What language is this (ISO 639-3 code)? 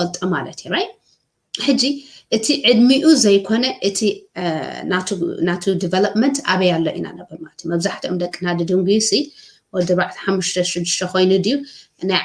tir